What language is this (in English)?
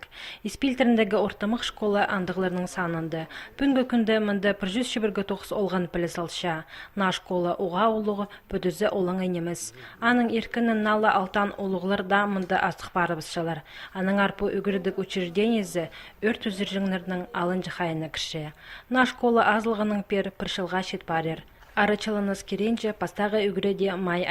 Khakas